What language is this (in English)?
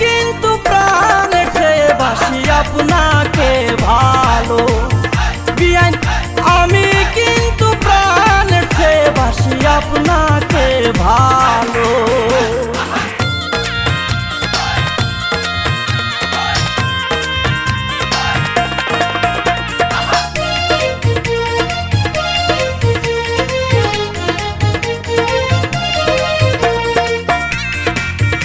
Bangla